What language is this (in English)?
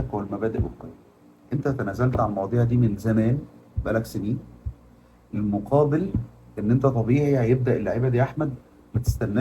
Egyptian Arabic